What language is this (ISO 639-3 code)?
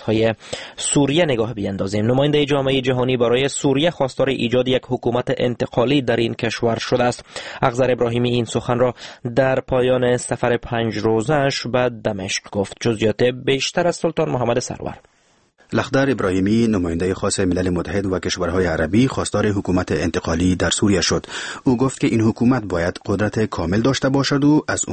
fas